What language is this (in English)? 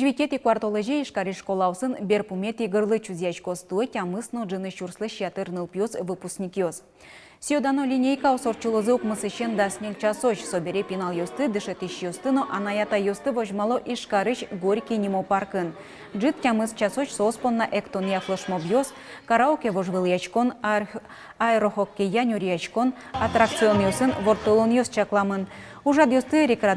Udmurt